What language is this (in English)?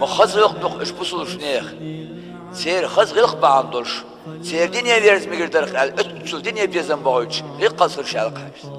Chechen